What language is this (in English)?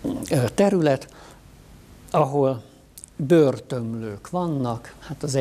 Hungarian